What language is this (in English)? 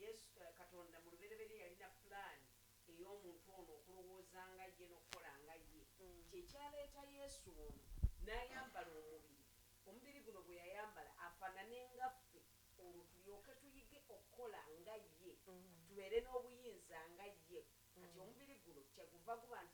Ganda